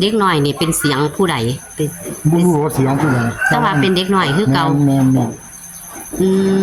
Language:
Northeastern Thai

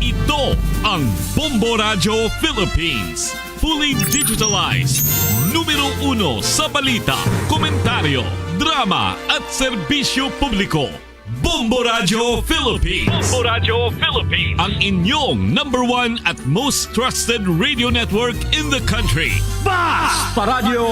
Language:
Hiligaynon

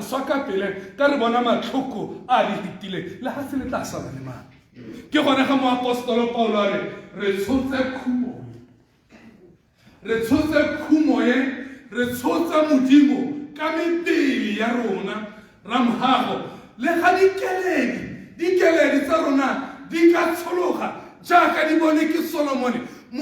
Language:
Tswana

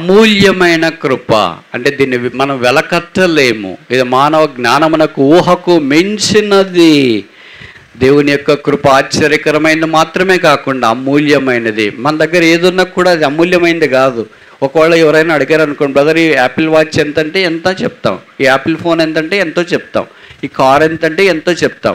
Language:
Telugu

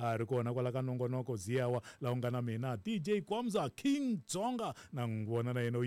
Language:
Tsonga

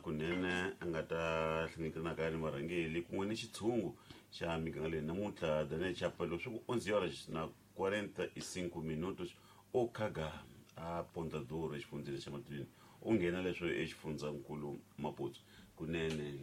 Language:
Tsonga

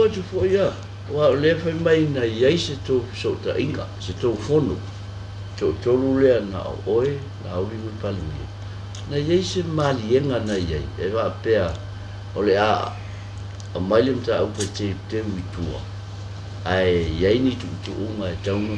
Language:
Samoan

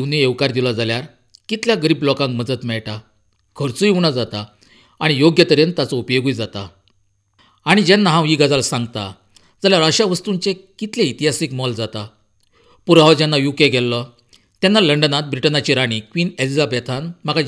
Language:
Konkani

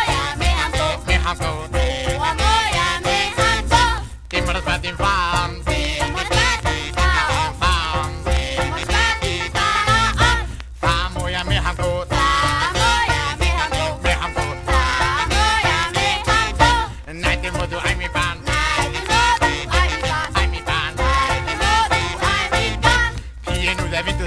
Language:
Danish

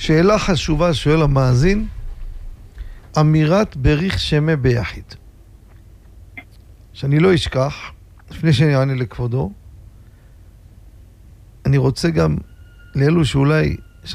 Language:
Hebrew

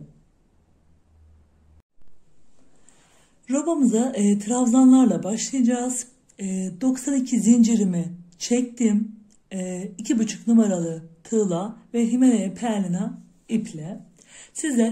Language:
Turkish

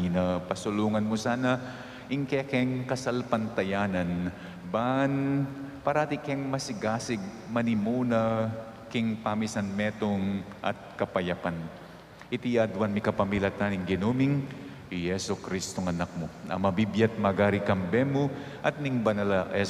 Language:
Pampanga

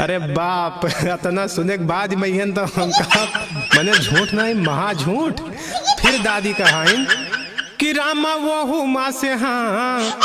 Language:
Awadhi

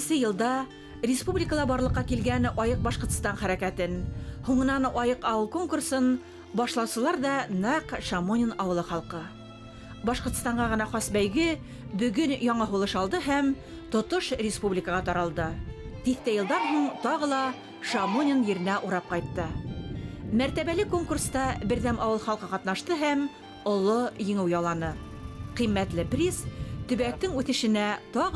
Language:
Bashkir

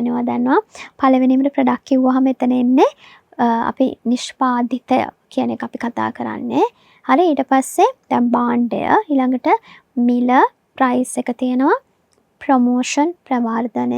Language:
Sinhala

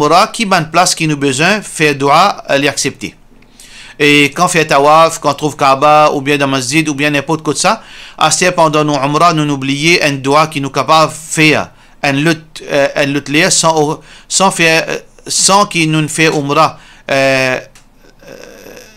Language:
Morisyen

